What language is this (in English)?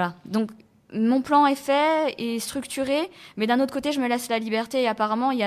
French